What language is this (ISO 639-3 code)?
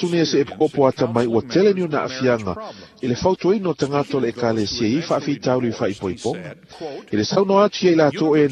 smo